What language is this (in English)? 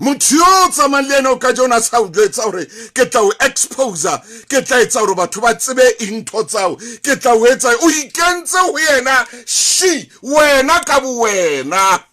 Southern Sotho